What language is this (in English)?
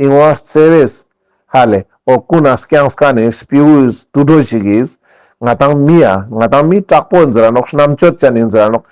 Ladakhi